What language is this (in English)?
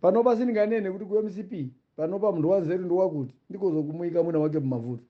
Nyanja